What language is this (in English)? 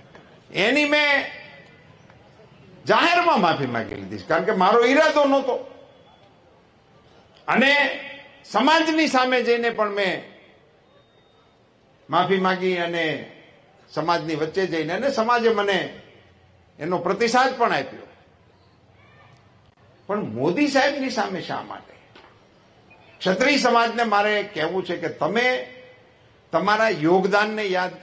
Gujarati